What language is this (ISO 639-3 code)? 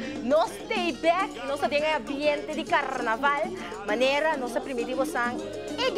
pap